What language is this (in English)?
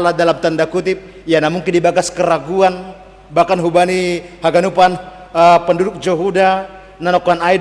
Batak Simalungun